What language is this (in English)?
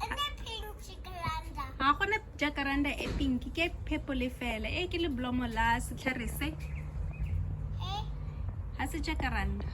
Tswana